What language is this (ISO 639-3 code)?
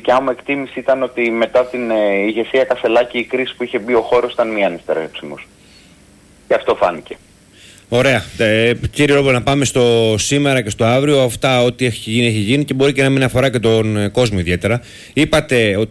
ell